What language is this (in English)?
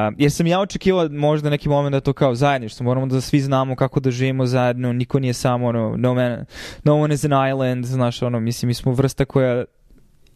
Serbian